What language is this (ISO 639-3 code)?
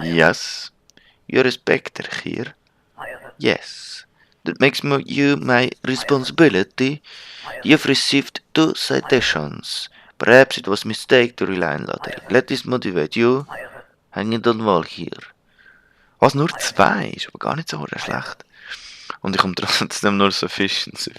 gsw